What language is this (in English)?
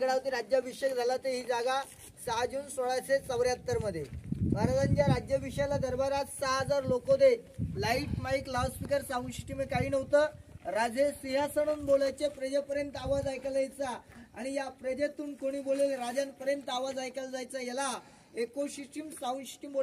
Marathi